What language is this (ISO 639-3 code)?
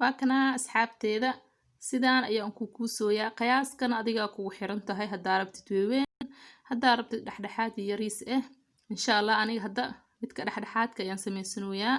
som